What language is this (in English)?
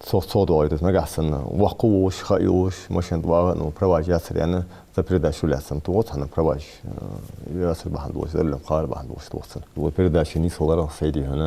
Ingush